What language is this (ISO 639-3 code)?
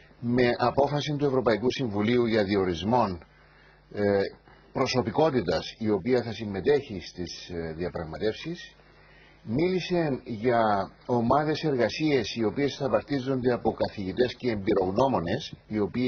ell